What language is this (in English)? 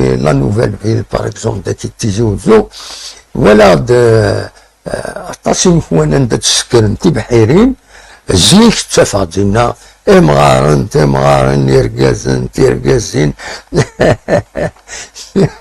Kabyle